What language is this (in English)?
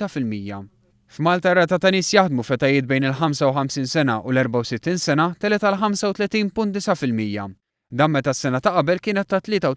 Maltese